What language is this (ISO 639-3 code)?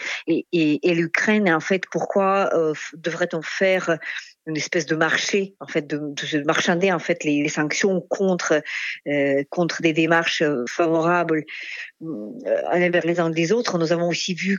fra